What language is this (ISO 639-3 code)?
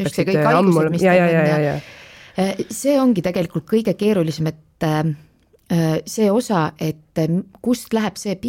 est